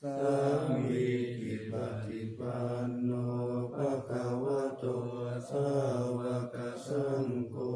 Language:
Pali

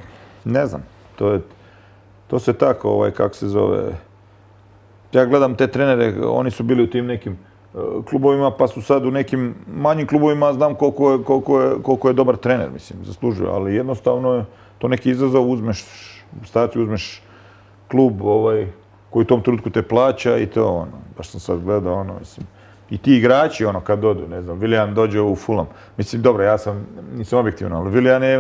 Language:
Croatian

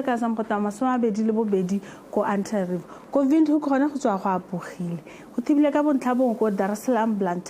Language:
Tswana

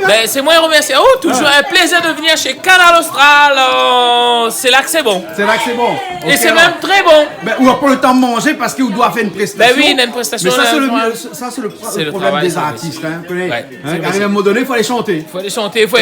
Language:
Réunion Creole French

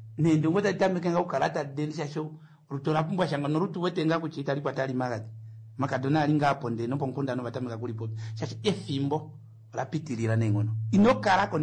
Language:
Kuanyama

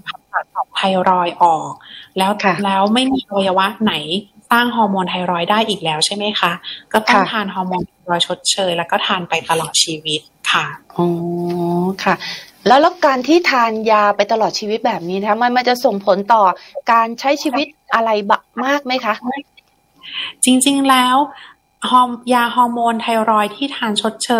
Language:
Thai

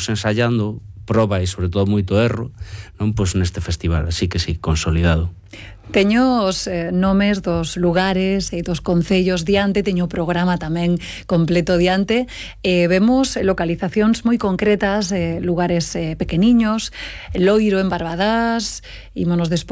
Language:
Galician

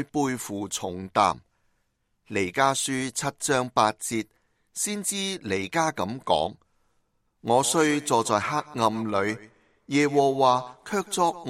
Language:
Cantonese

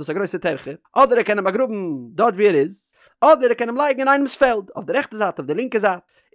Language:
Yiddish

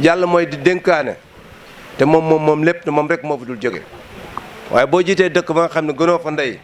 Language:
Wolof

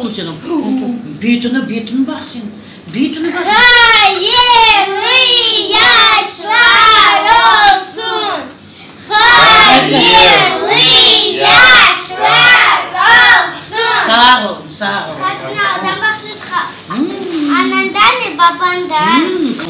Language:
Crimean Tatar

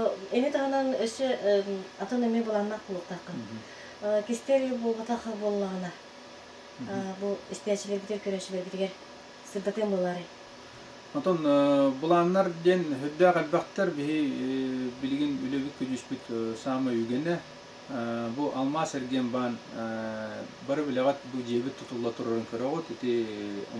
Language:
Yakut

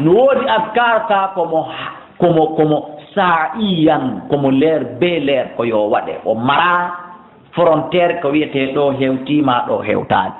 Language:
Fula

